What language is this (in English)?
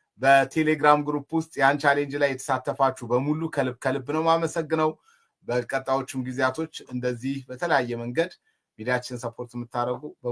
Amharic